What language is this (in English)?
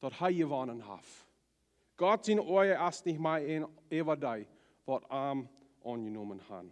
Plautdietsch